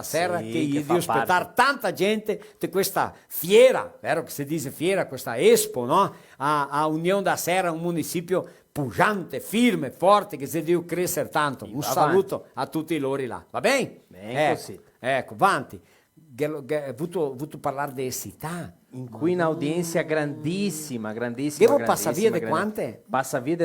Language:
Venetian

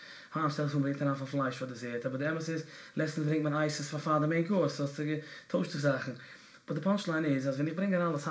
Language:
Yiddish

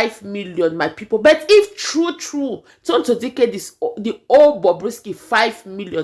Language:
Nigerian Pidgin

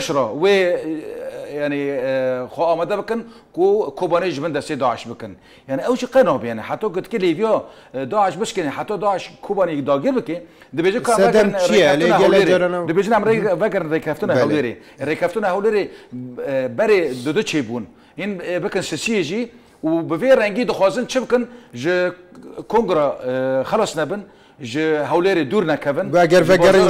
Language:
Kurdish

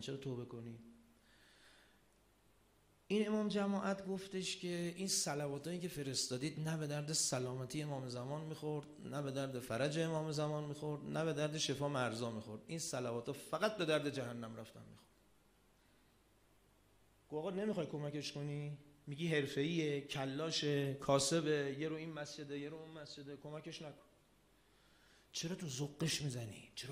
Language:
Persian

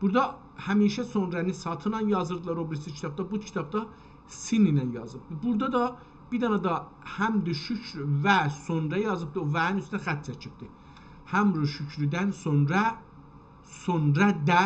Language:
South Azerbaijani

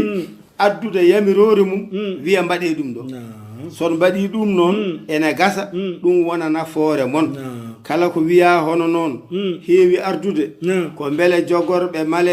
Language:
Fula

